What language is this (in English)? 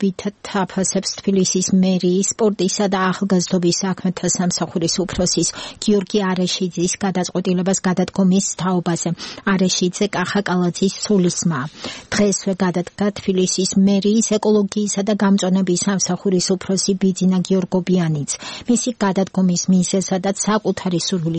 Georgian